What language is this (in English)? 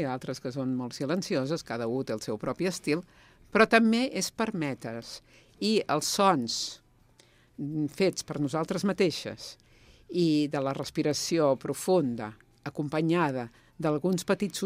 Catalan